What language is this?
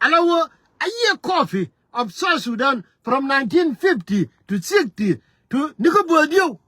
Nuer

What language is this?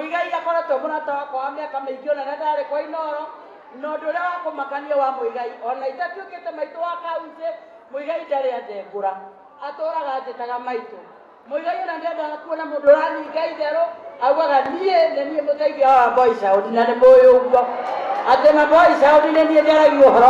Kikuyu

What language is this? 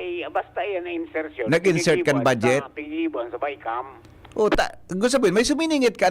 Bikol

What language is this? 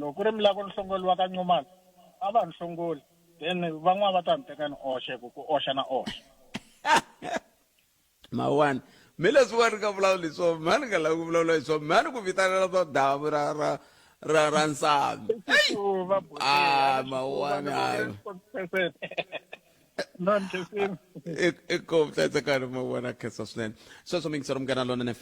Tsonga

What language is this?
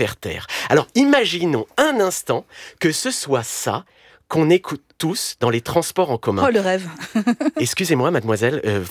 French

